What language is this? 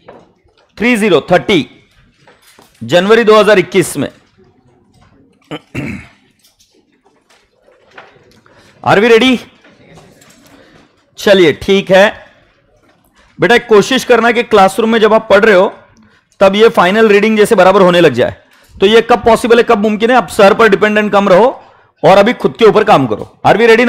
Hindi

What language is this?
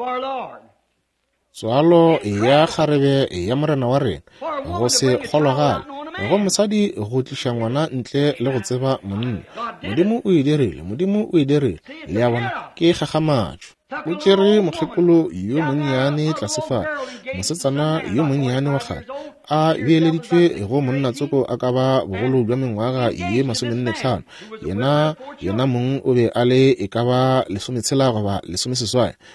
Northern Sotho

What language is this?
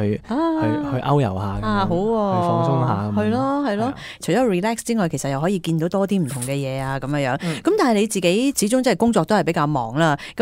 Cantonese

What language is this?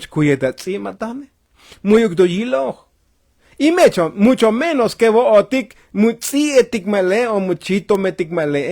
Tzotzil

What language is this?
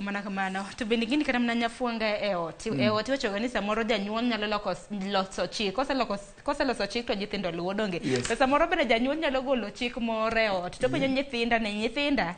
Luo (Kenya and Tanzania)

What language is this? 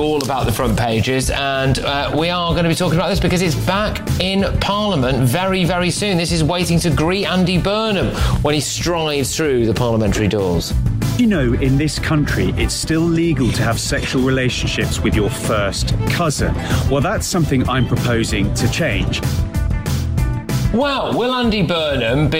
English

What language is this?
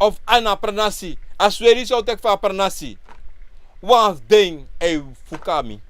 Sranan Tongo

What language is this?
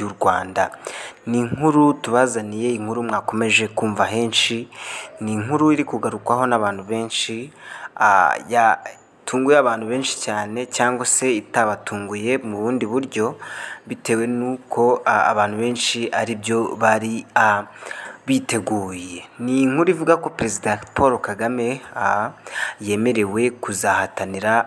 Kinyarwanda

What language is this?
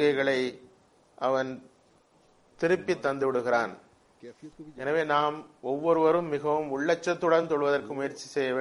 Tamil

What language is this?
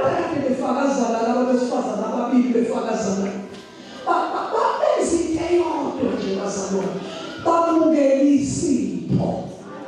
Zulu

